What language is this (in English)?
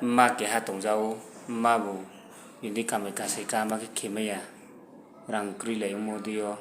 Riang (India)